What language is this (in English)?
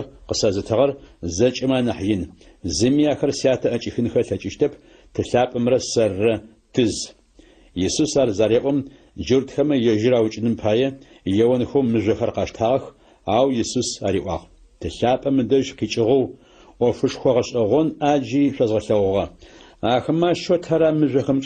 Adyghe